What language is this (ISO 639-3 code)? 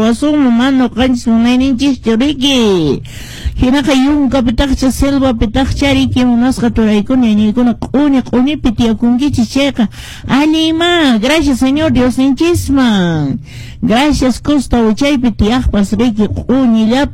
que